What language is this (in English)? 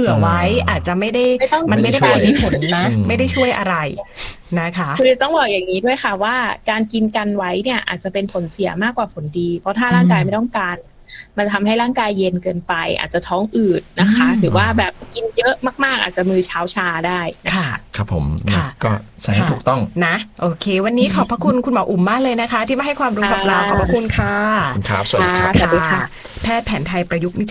Thai